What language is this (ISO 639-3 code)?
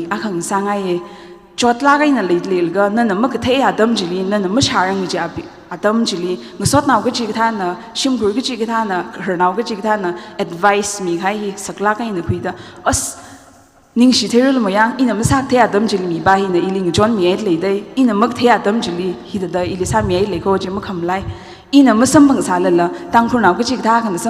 nmf